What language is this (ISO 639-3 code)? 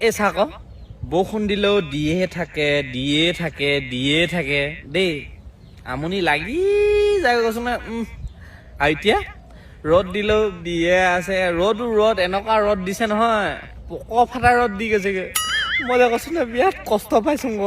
asm